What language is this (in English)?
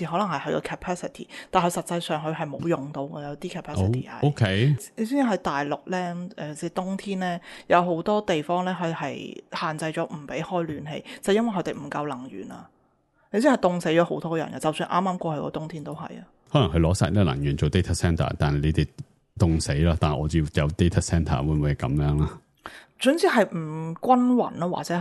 Cantonese